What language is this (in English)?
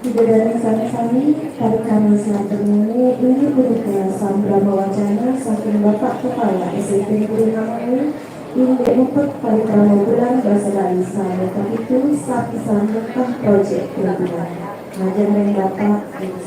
Balinese